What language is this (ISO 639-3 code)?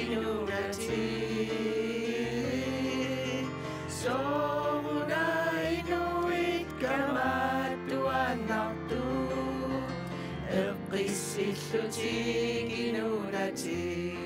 kal